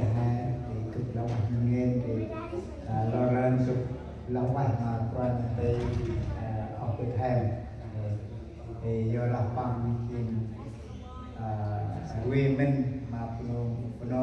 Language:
Central Mnong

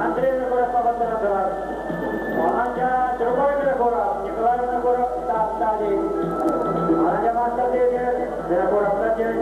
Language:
Yakut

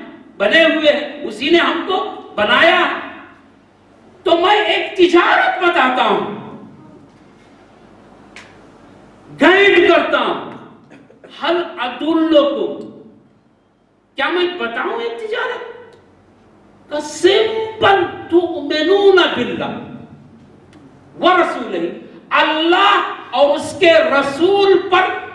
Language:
Urdu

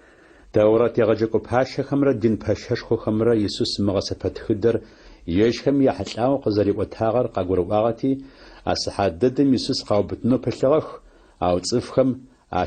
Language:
Adyghe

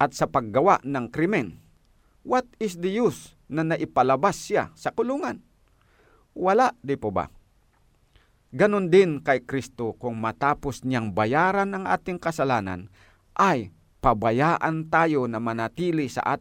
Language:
Filipino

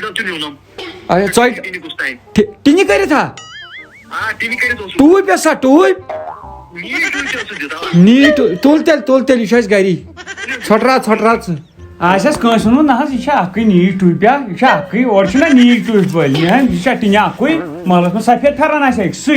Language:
Kashmiri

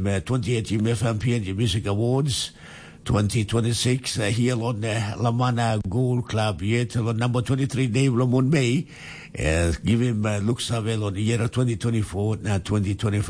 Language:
Tok Pisin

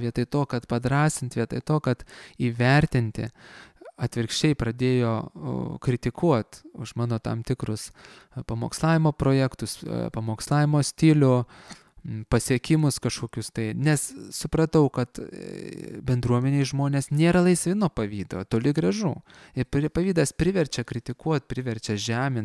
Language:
Lithuanian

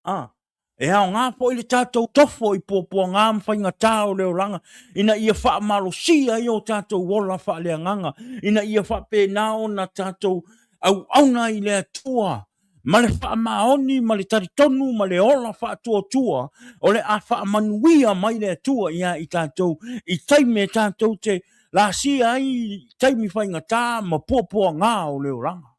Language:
Samoan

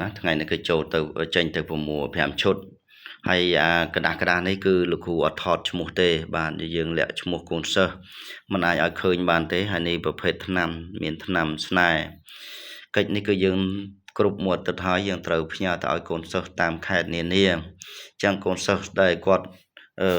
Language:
Khmer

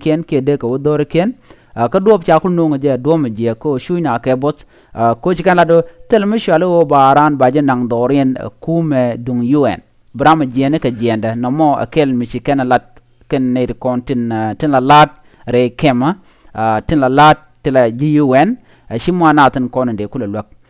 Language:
Nuer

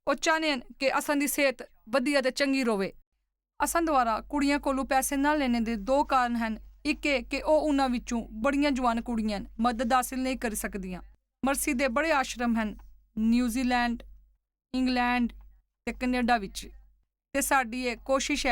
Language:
Dogri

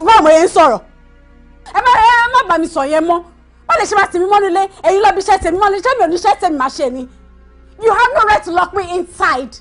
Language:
Yoruba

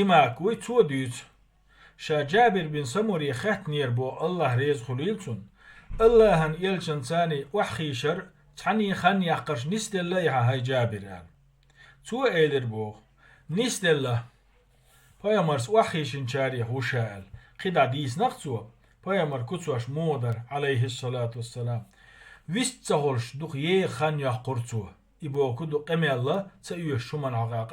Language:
Chechen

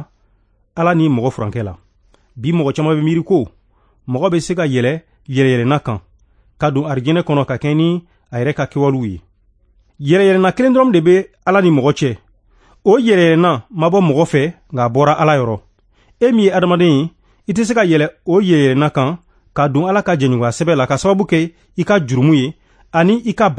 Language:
Bambara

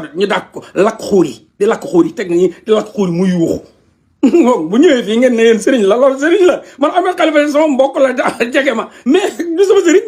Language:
Wolof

